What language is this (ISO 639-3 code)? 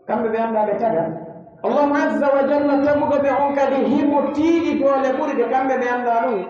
fuf